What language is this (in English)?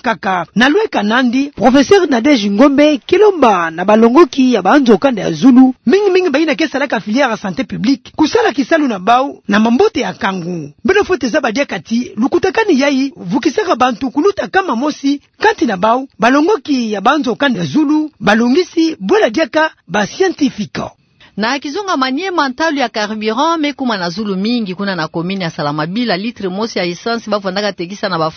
Kituba (Democratic Republic of Congo)